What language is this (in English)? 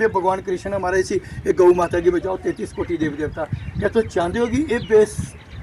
Dogri